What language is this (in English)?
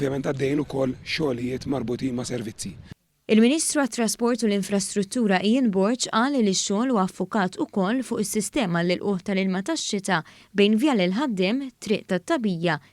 Maltese